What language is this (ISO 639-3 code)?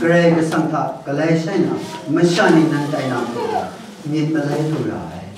kac